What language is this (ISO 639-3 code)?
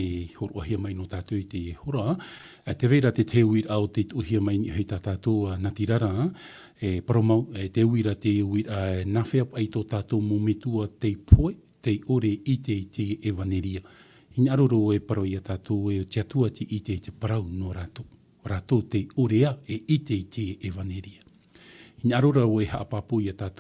tah